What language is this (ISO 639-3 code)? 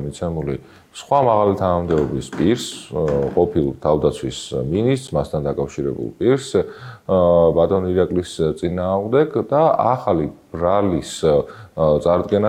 kat